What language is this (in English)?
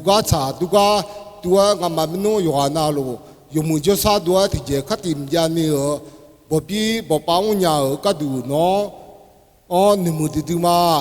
Akha